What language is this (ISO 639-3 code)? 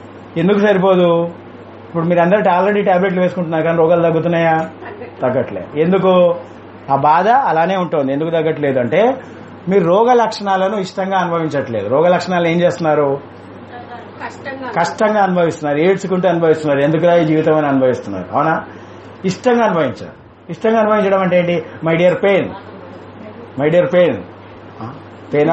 tel